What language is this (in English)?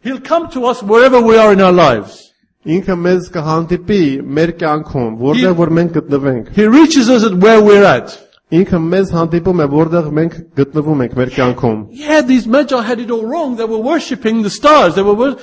Armenian